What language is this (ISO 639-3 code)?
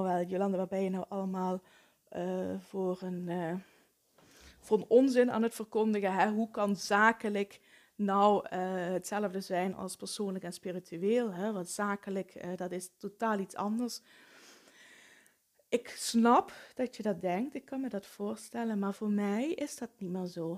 nld